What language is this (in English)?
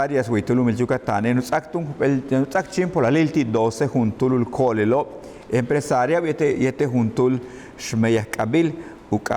Yucateco